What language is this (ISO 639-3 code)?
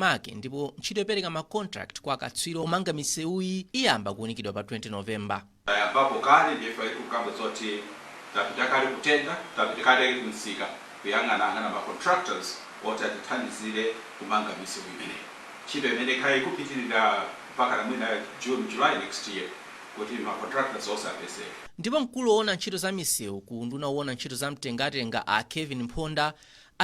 nya